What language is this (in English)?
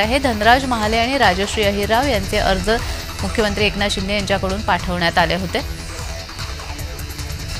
Marathi